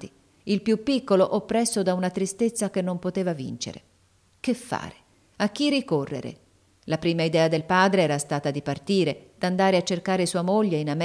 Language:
Italian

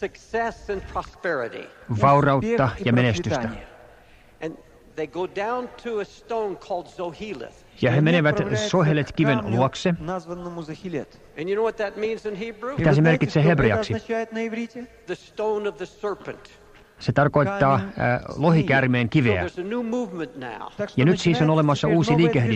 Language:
Finnish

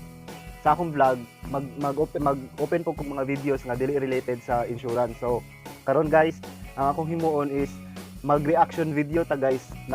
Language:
Cebuano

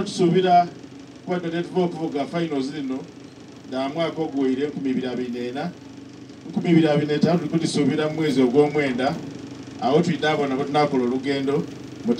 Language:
Soga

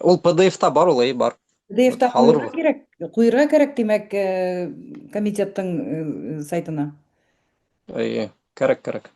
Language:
Bashkir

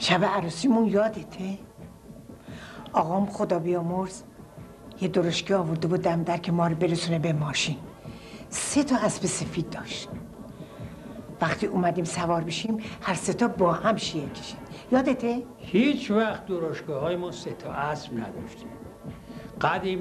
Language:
Persian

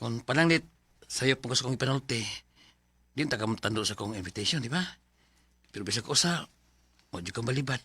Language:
Cebuano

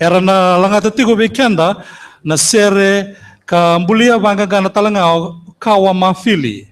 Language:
Fijian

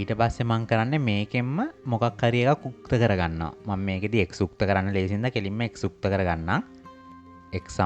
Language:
Sinhala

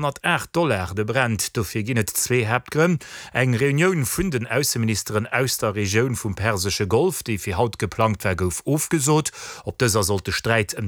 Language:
Luxembourgish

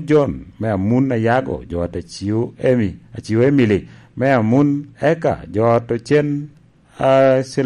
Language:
Lango (Uganda)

